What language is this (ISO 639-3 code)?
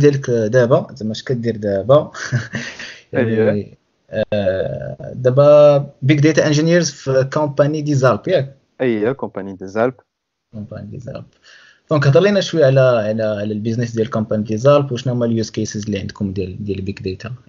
ary